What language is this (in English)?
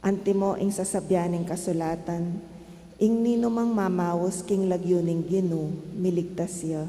Pampanga